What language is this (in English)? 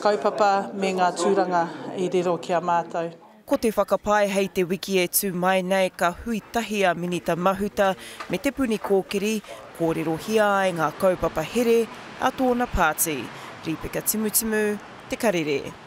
Māori